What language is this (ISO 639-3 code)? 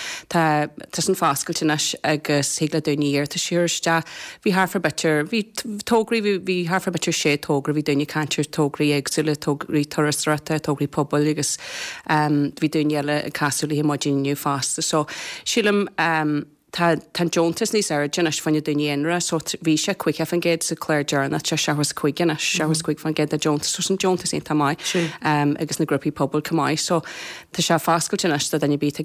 gle